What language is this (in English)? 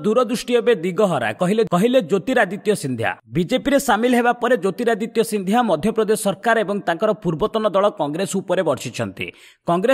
Odia